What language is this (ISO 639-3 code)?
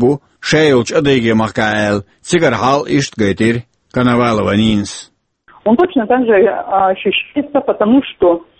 che